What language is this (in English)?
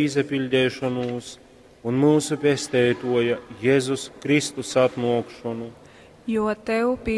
Latgalian